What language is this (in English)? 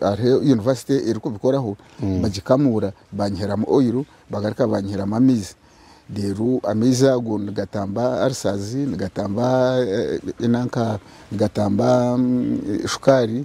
Nyankole